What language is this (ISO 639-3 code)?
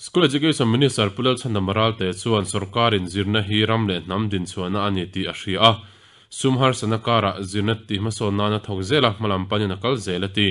lus